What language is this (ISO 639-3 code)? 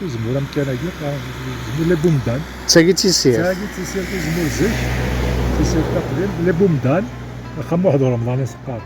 kab